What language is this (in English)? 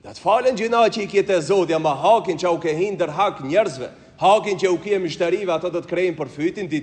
Albanian